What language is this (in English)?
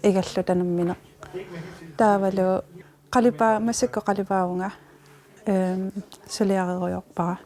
Kalaallisut